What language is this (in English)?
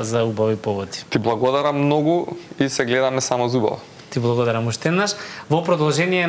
Macedonian